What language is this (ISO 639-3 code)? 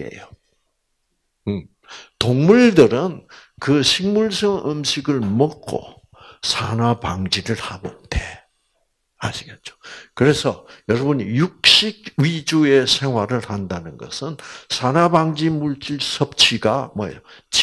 kor